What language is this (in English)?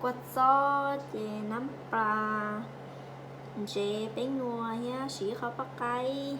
Hmong